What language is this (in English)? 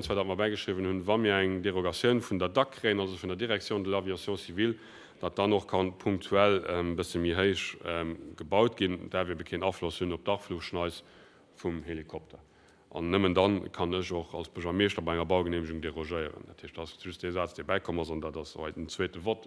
Luxembourgish